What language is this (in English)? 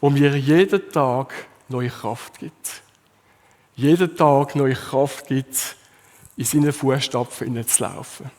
Swiss German